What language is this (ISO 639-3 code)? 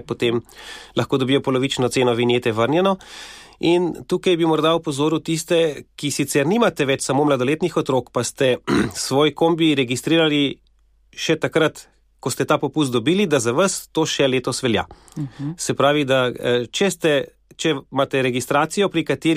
slv